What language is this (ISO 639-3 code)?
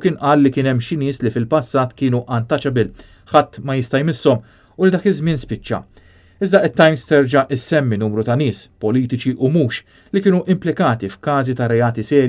mlt